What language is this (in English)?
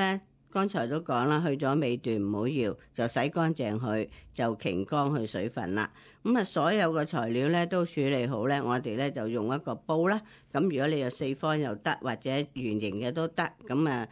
Cantonese